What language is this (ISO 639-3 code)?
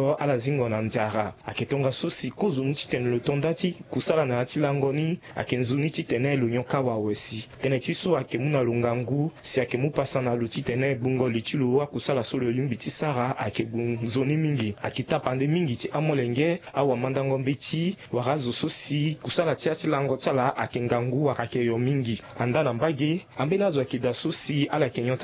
sag